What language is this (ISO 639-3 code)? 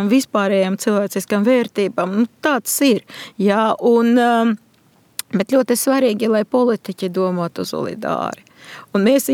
lav